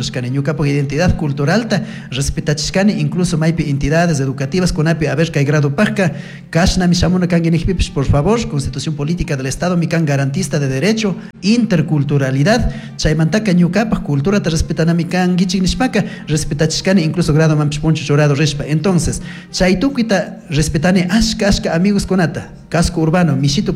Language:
Chimborazo Highland Quichua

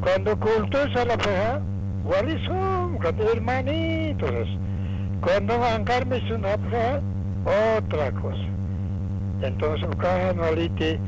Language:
Aymara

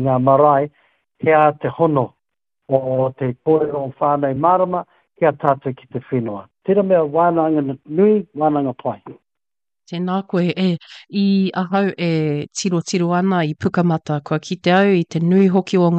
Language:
Māori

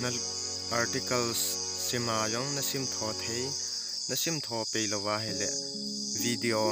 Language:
Thado Chin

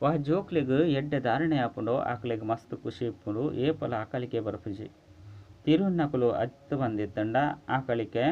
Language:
Tulu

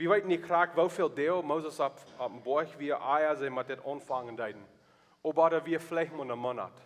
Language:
Plautdietsch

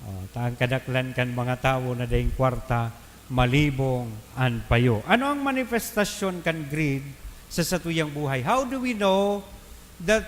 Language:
Bikol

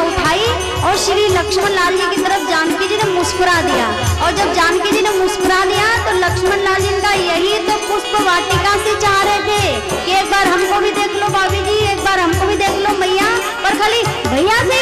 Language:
Hindi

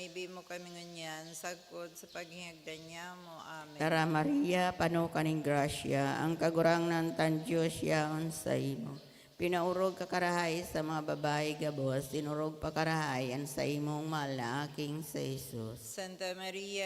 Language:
Bikol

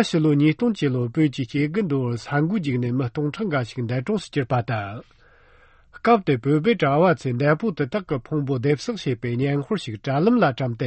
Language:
Tibetan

